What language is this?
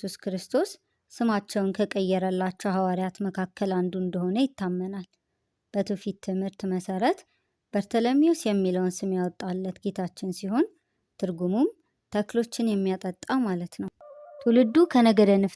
Amharic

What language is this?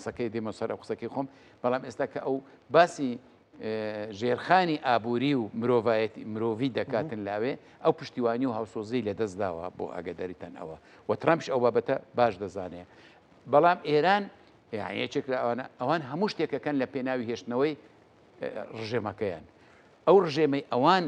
Central Kurdish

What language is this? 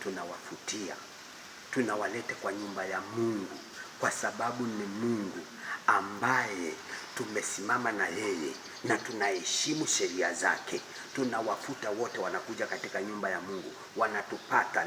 Swahili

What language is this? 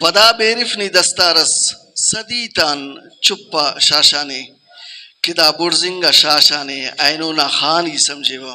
Brahui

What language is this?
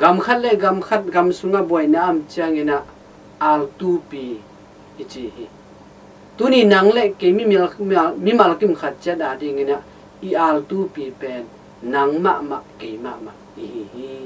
Tedim Chin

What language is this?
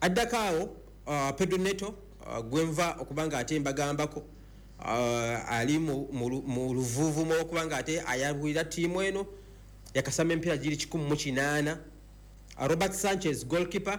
Ganda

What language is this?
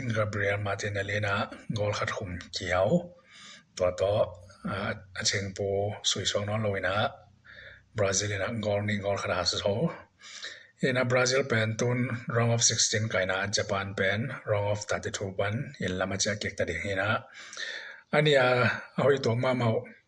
Tedim Chin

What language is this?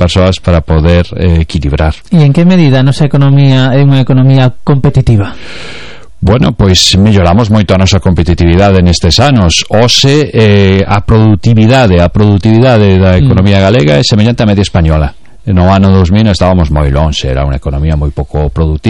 Galician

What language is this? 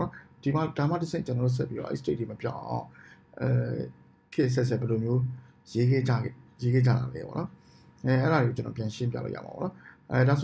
Burmese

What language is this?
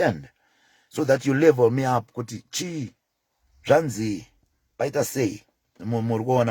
Shona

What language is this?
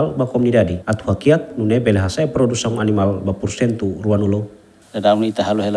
Tetum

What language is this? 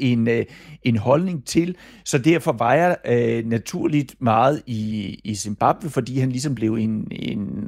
Danish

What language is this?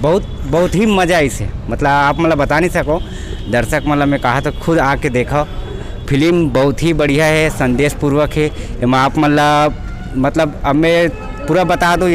Chhattisgarhi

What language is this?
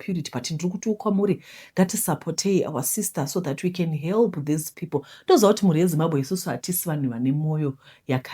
Shona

